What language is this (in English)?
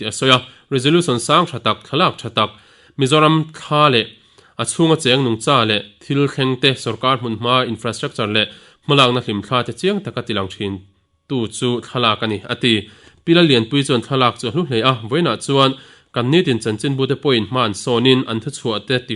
Mizo